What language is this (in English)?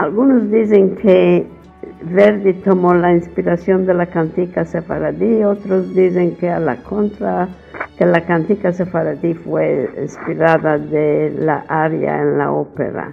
Ladino